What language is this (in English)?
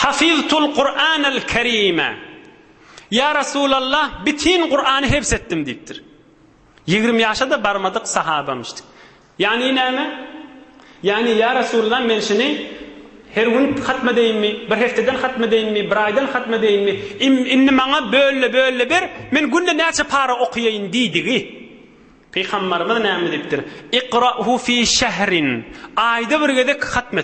Turkmen